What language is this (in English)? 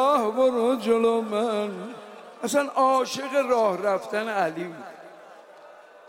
Persian